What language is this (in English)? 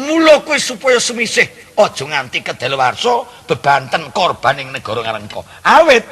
Javanese